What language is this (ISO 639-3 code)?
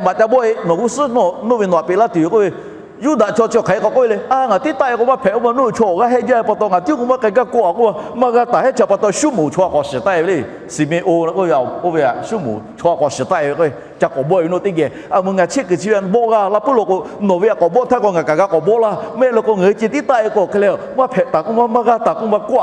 lhu